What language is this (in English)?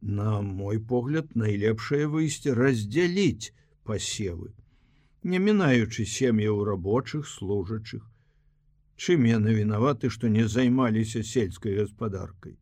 Belarusian